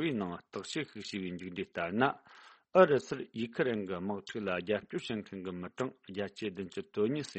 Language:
Tibetan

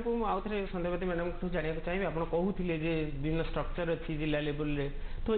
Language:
Odia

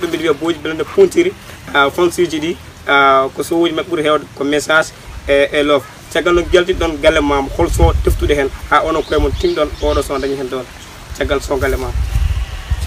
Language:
Pular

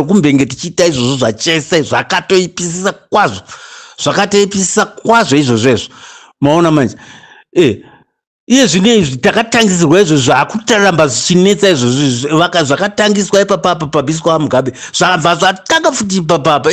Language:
Shona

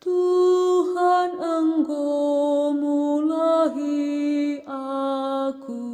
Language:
Batak Karo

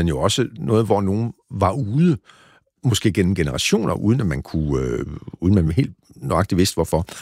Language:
Danish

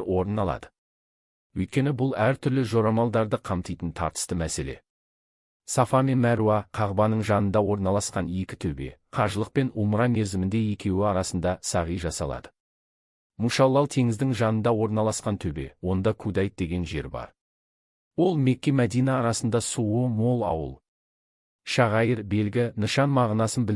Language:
Kazakh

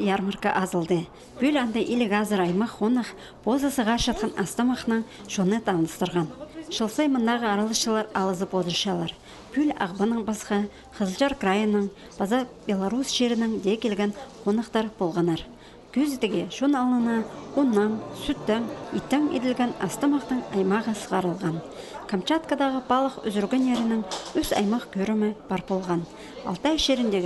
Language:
Khakas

